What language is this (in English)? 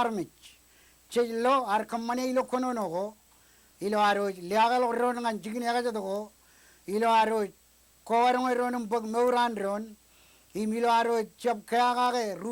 Marshallese